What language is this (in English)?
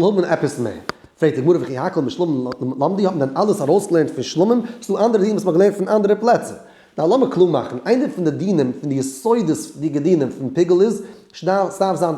Yiddish